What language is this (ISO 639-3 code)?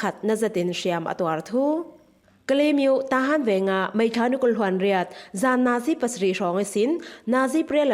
cfm